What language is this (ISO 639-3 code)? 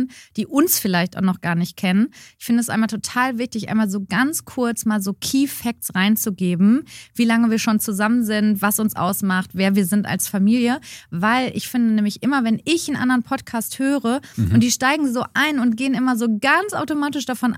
deu